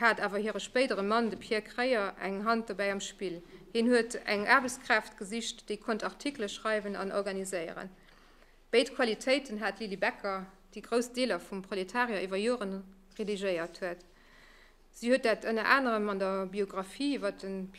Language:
Luxembourgish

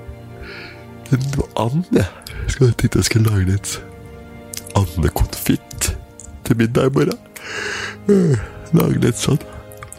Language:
Norwegian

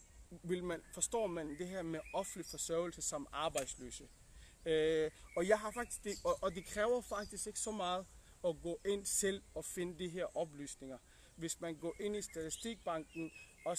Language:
Danish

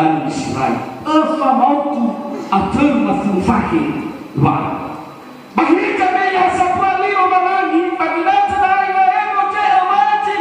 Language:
Nias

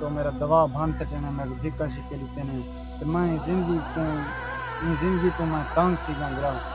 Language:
Saraiki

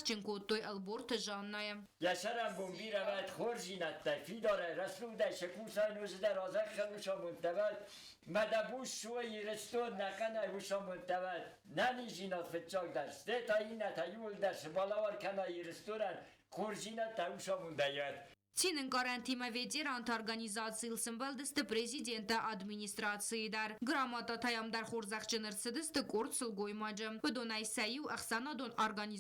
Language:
Ossetic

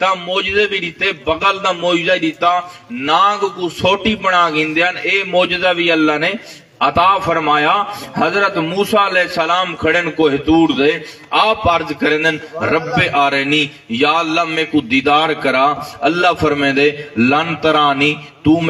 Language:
Saraiki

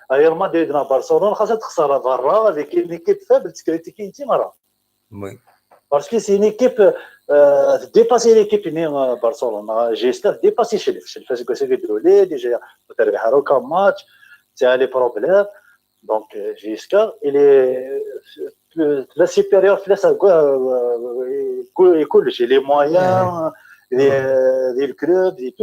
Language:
Kabyle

